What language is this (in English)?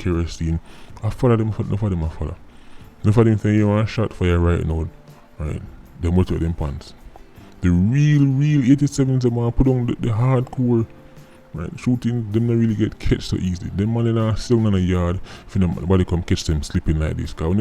Jamaican Creole English